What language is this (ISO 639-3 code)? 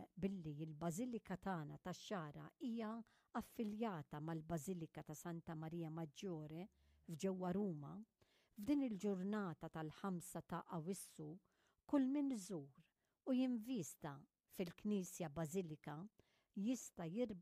mlt